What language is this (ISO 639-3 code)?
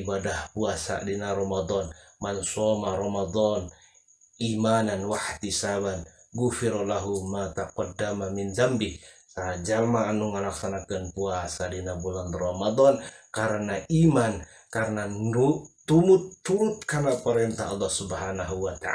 sun